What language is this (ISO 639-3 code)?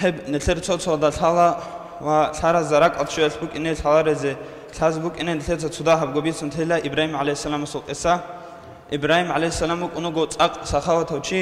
ava